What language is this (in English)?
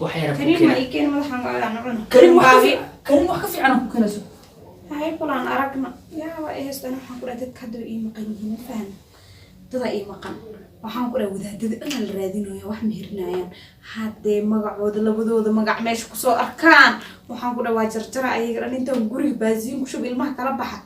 Somali